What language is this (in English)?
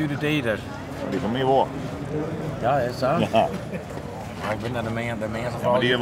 Western Frisian